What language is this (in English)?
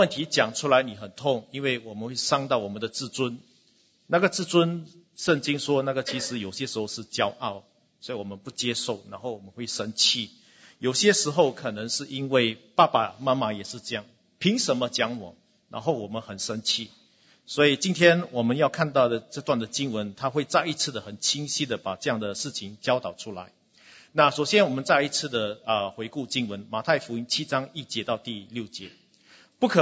Chinese